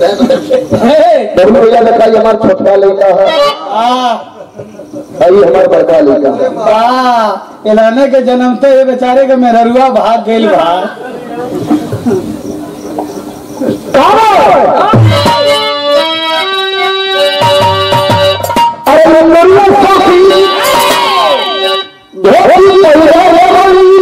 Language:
Bhojpuri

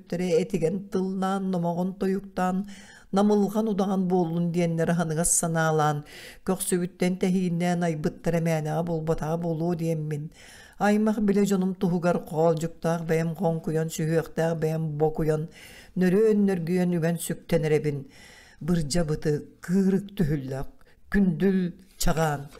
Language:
Yakut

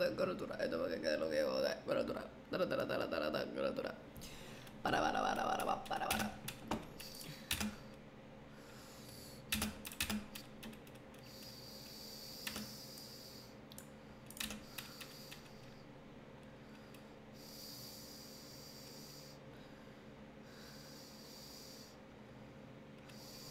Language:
Spanish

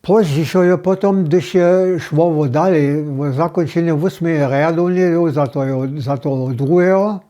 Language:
Upper Sorbian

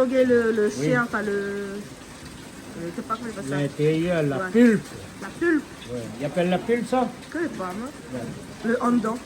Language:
Réunion Creole French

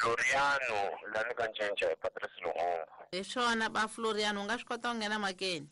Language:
Tsonga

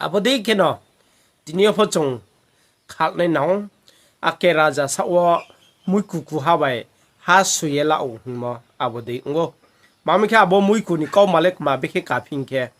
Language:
Riang (India)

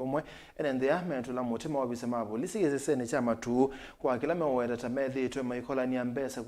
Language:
Kamba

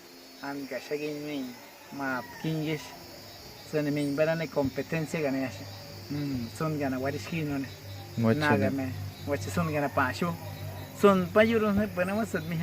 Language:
Awa-Cuaiquer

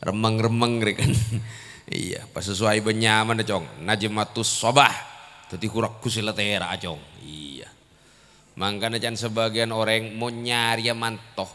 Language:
Madurese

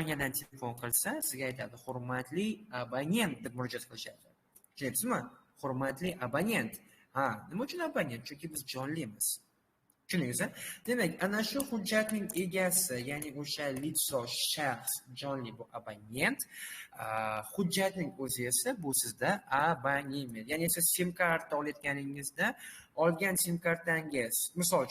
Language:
Uzbek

